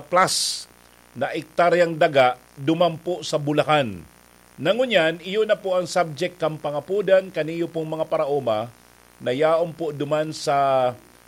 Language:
Bikol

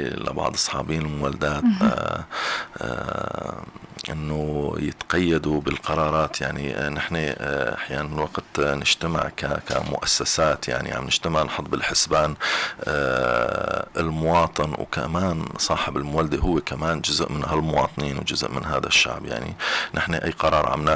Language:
North Levantine Arabic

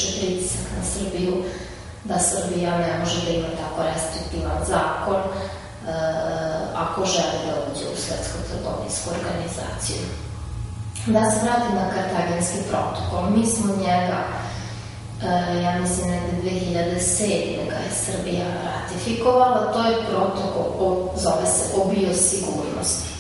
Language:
Serbian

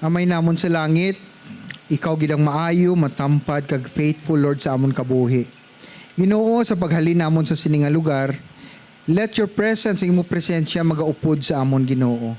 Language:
Hiligaynon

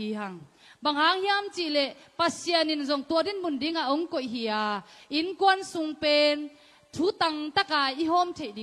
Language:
Tedim Chin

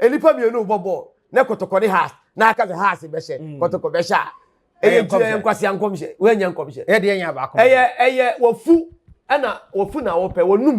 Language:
Akan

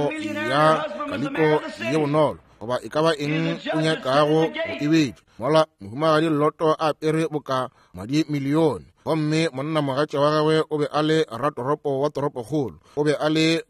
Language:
Northern Sotho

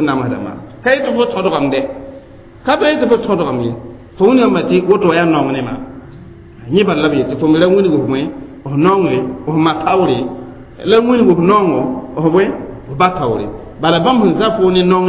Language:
Mossi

